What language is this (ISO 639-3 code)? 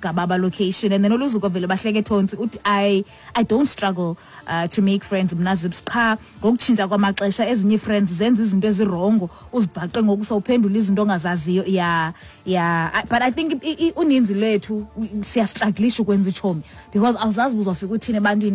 xho